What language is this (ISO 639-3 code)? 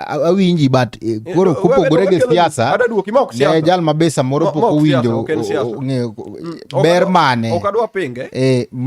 luo